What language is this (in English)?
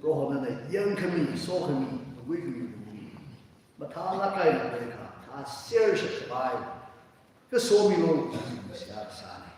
Tangkhul Naga (India)